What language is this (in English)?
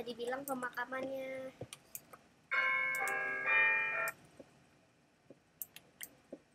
Indonesian